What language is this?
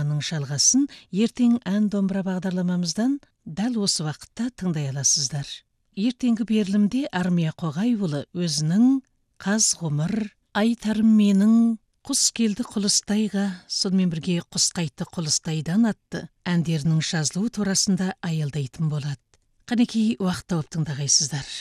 Kazakh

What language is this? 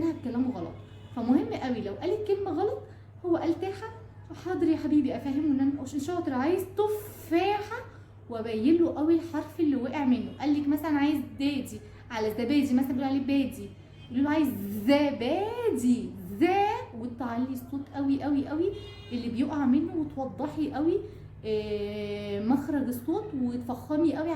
Egyptian Arabic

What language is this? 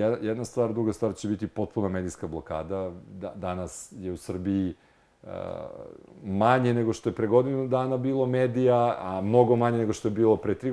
Serbian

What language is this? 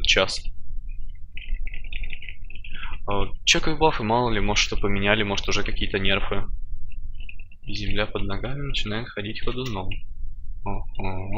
Russian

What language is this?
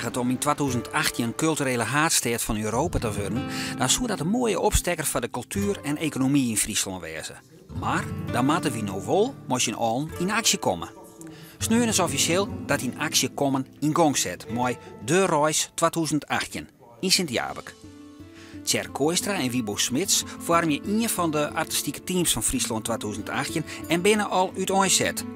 Western Frisian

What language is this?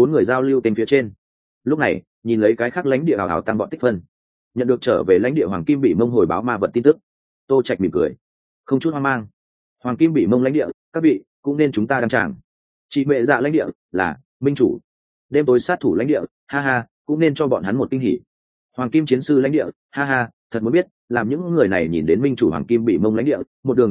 Vietnamese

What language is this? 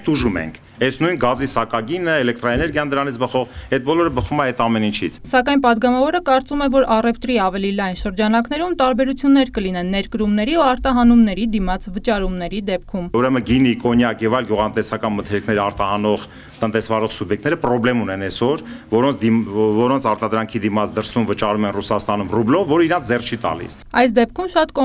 Armenian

